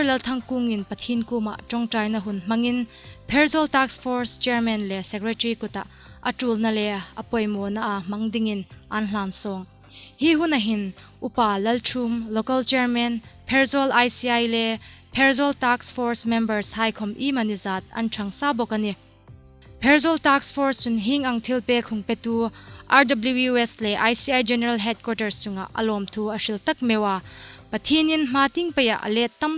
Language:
Hmar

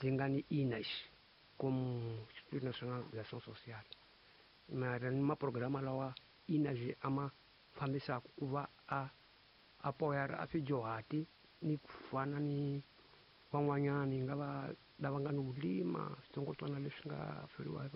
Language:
Tsonga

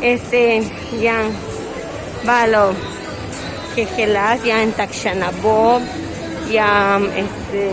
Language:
Yucateco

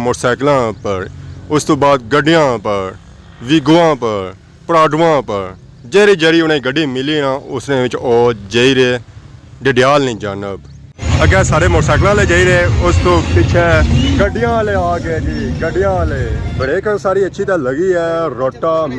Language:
Pahari-Potwari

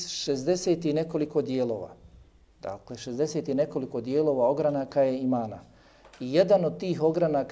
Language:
Bosnian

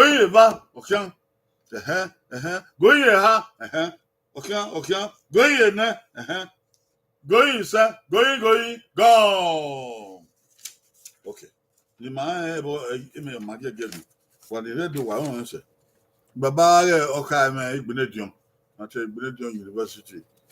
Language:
Bini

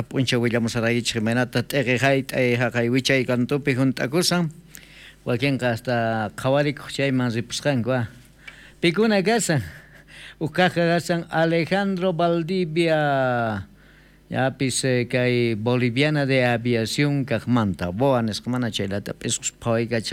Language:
South Bolivian Quechua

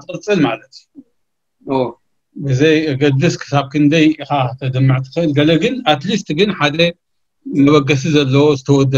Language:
Tigrinya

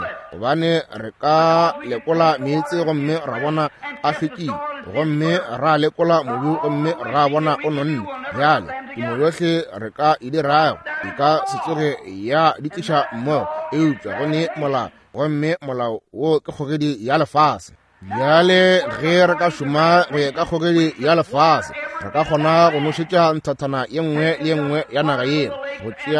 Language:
Northern Sotho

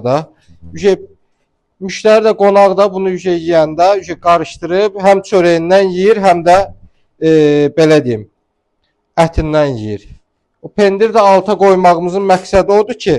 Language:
Azerbaijani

